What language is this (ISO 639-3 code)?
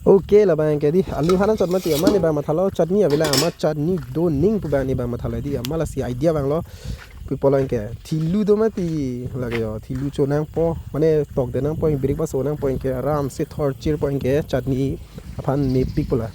mjw